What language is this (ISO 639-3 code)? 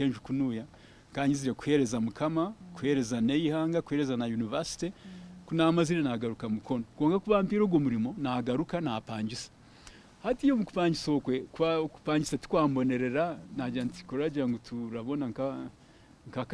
nyn